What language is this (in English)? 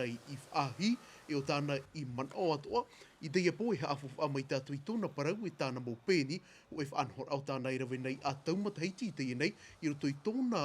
Tahitian